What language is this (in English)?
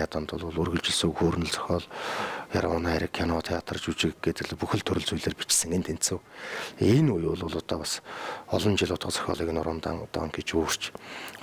Mongolian